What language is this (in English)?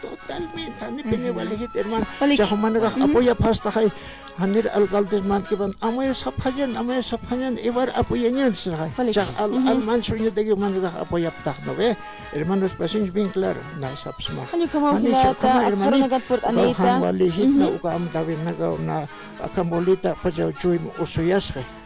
Aymara